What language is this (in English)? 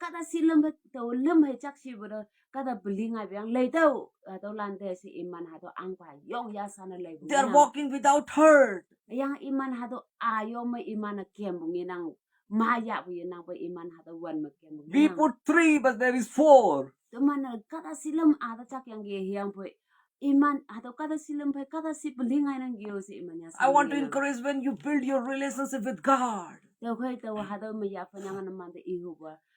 Konyak Naga